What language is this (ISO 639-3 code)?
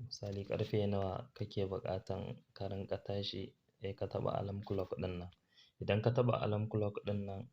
hau